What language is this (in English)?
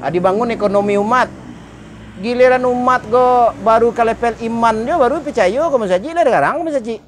Minangkabau